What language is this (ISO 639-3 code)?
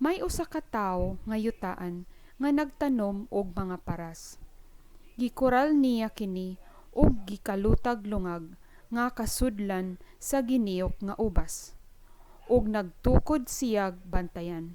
ceb